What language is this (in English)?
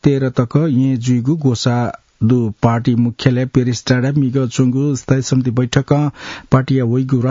Newari